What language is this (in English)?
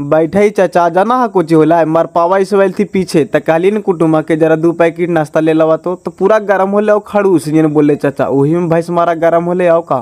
Magahi